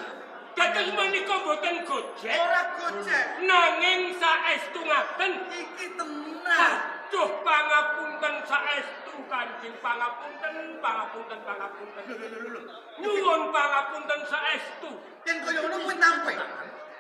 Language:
Javanese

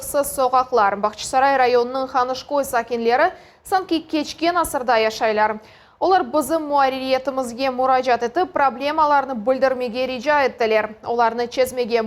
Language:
Crimean Tatar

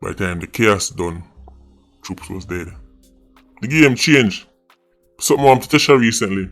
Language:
Jamaican Creole English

